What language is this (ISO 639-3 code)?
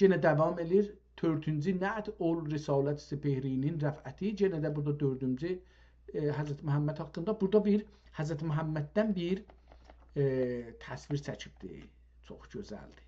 azb